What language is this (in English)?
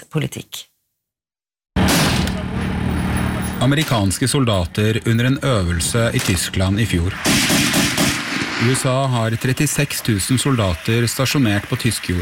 Norwegian